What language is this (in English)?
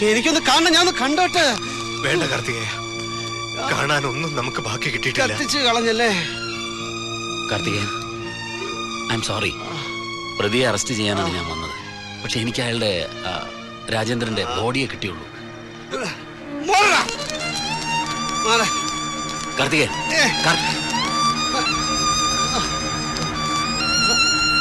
Malayalam